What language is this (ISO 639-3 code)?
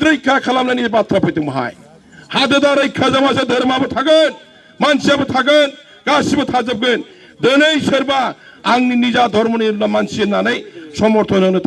brx